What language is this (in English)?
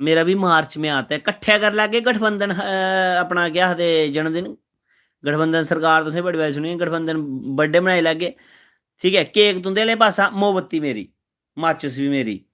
Dogri